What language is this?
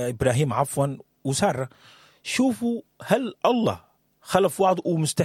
Sudanese Arabic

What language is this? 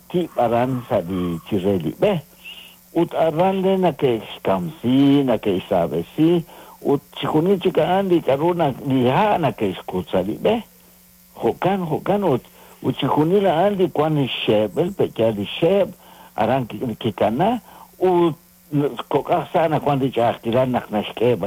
Kekchí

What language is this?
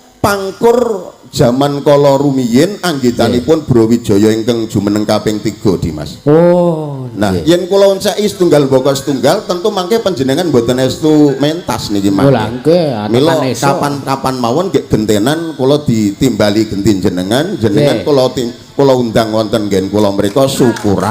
Javanese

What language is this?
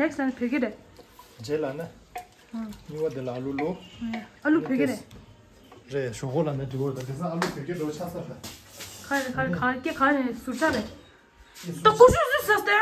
Tibetan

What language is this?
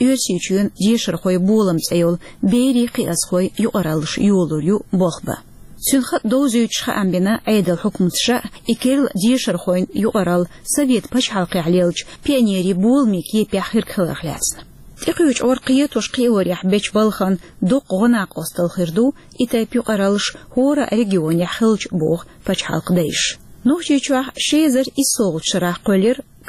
Chechen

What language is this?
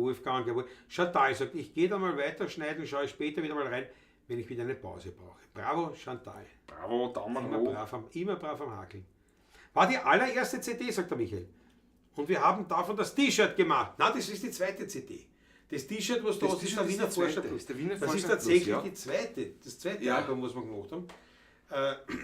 Bavarian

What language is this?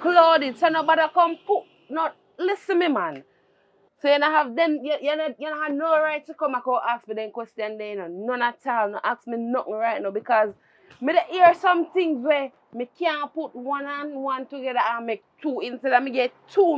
Jamaican Creole English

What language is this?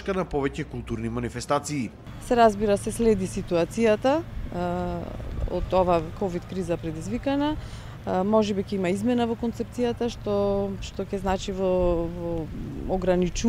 Macedonian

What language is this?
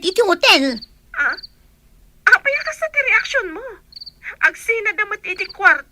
Iloko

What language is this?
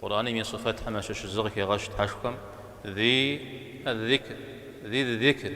Kabardian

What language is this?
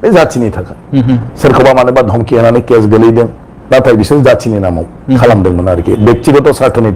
Bodo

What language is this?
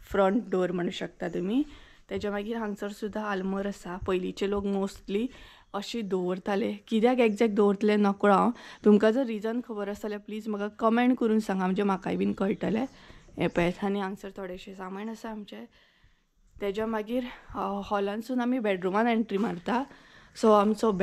Konkani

